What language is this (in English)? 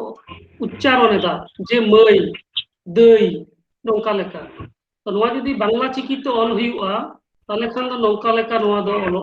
Santali